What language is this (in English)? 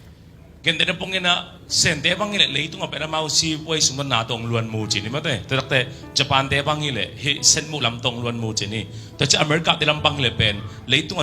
Tedim Chin